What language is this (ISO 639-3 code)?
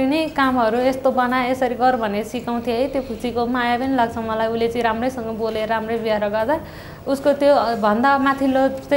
nep